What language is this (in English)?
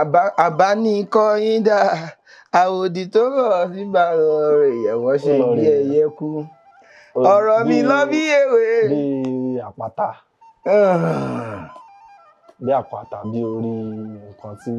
Yoruba